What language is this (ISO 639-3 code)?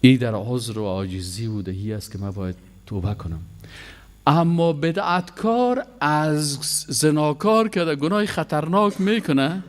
fas